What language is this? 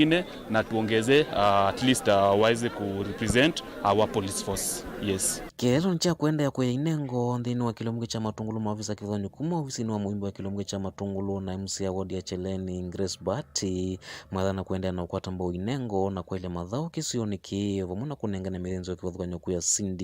Kamba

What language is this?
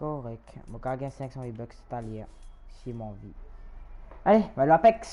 Morisyen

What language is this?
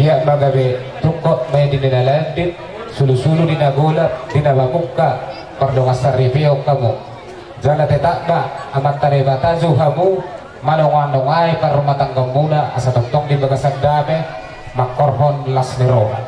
Batak Toba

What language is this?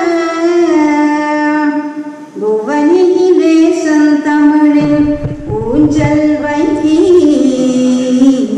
Tamil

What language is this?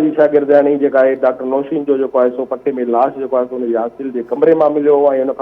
Sindhi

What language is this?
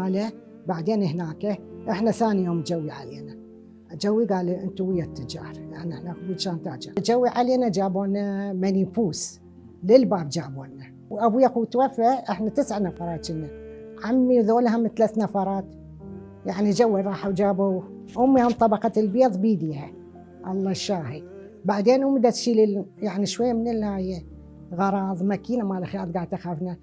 Mesopotamian Arabic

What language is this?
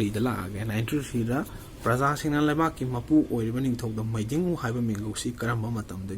Manipuri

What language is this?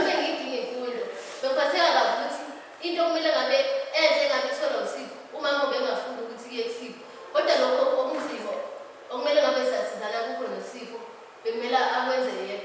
Zulu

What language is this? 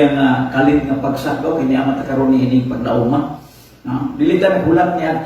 Cebuano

